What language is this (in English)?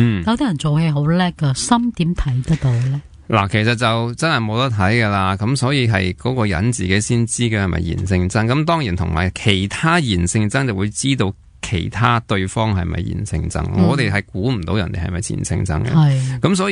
Cantonese